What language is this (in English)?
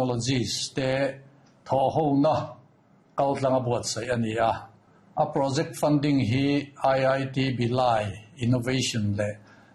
Mizo